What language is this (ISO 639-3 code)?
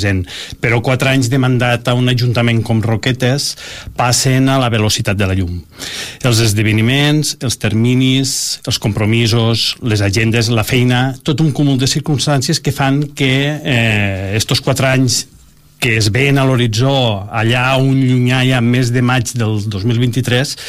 cat